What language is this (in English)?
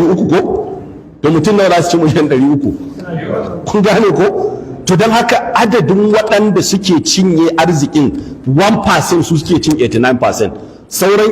Hausa